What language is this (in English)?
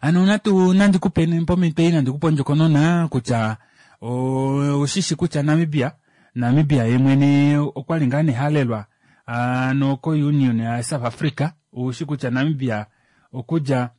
Kuanyama